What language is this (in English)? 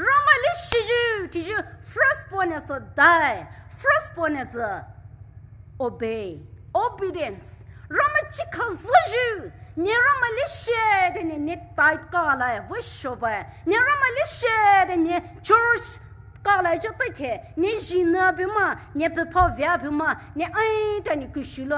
Poumei Naga